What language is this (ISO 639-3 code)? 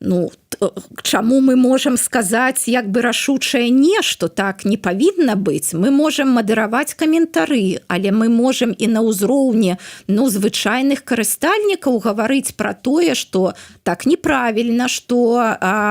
bel